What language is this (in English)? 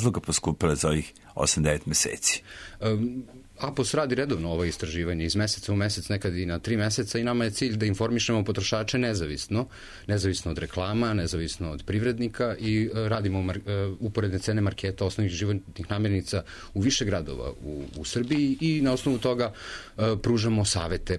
Serbian